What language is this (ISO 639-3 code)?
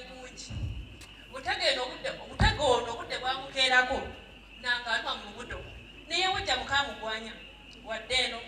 lug